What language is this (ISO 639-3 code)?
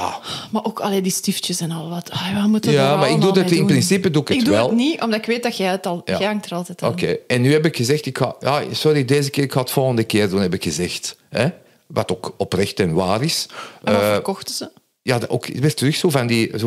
nld